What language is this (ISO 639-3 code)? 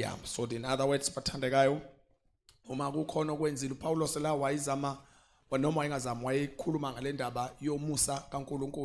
zul